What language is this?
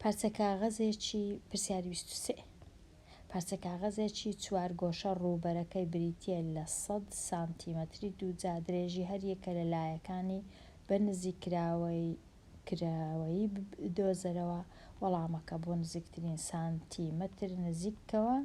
Central Kurdish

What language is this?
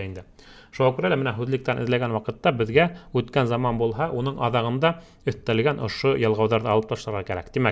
Bashkir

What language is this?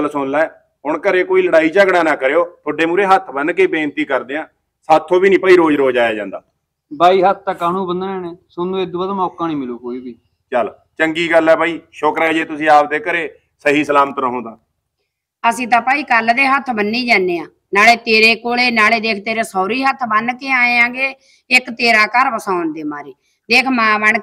Punjabi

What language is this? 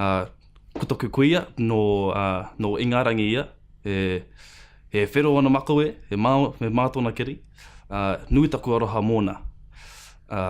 Māori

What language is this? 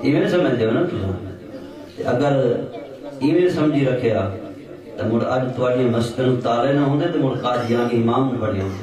Saraiki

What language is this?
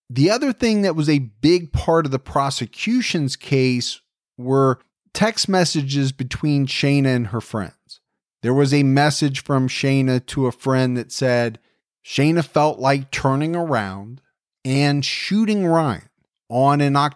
English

